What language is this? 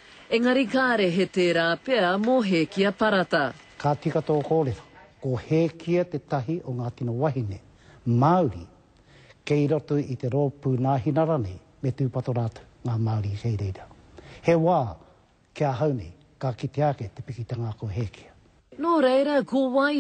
Māori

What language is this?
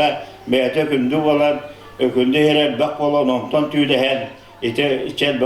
Yakut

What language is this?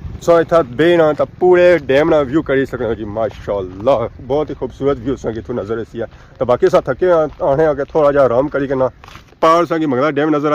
Pahari-Potwari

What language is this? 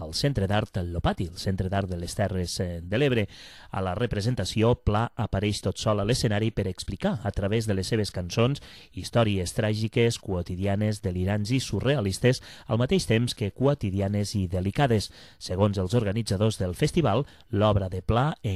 Catalan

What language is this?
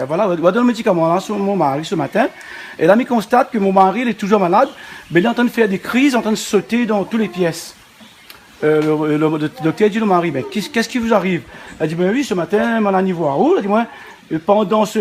Réunion Creole French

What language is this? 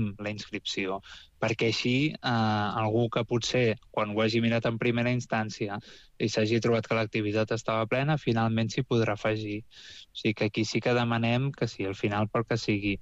Catalan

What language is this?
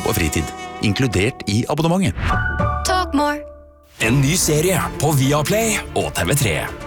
Norwegian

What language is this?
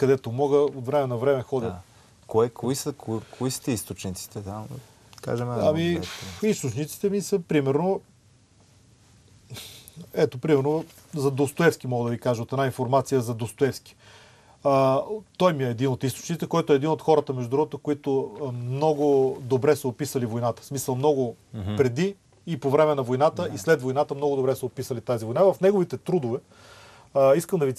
Bulgarian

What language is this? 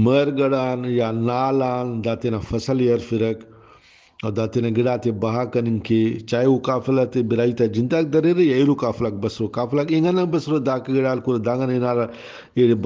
Brahui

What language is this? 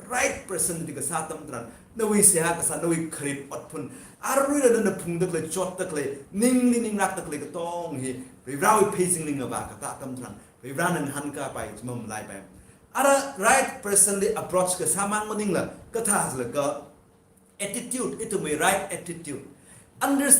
Tangkhul Naga (India)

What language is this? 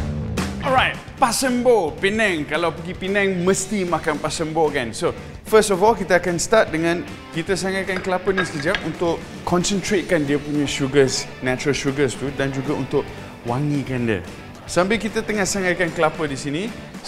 Malay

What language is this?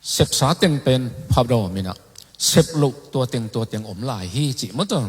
Tedim Chin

